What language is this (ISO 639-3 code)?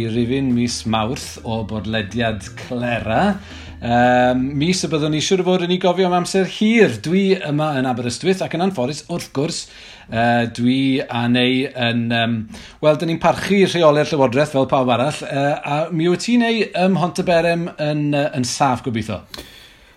cym